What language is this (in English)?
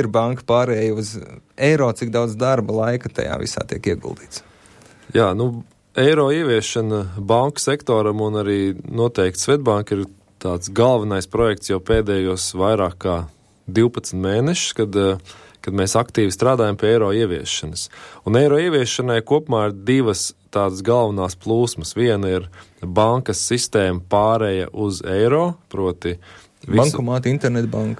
Latvian